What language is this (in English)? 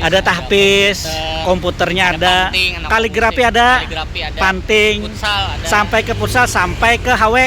Banjar